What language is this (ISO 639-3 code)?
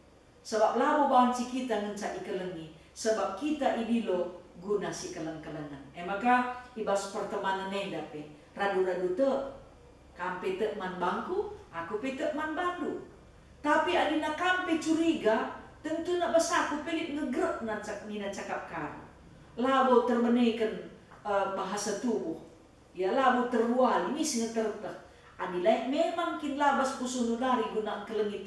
btx